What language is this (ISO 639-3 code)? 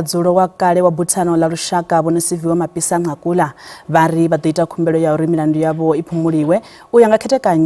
ven